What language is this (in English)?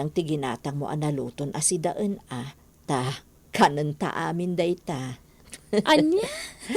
Iloko